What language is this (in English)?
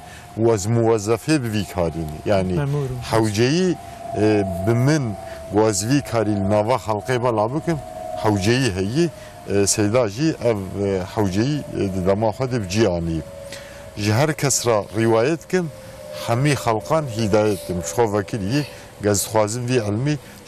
Kurdish